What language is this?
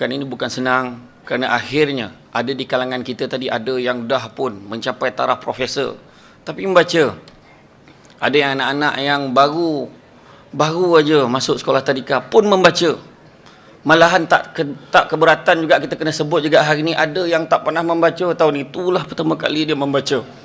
Malay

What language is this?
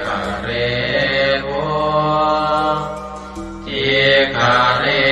Pali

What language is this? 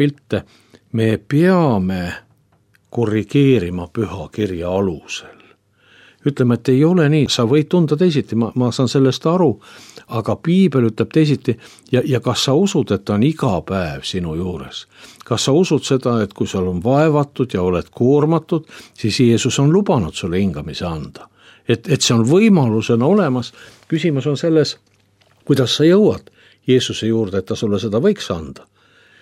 Estonian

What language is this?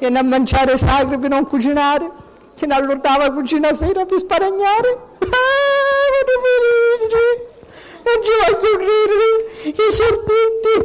Sicilian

